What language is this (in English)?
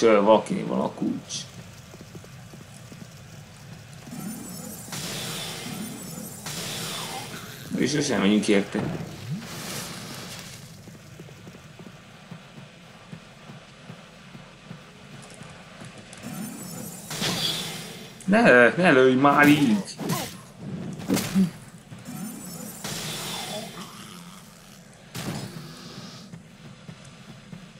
Hungarian